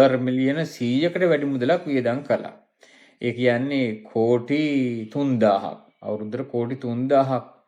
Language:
Sinhala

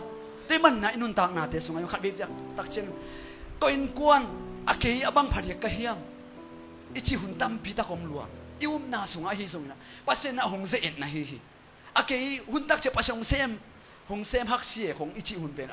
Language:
Tedim Chin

